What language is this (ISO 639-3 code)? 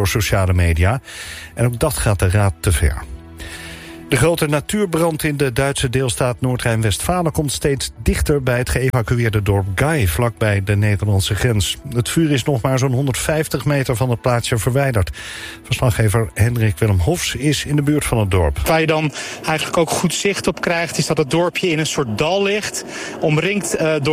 nld